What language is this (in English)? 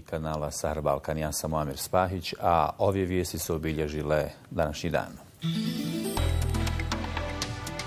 Bosnian